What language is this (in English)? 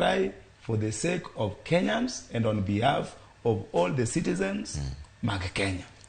Luo (Kenya and Tanzania)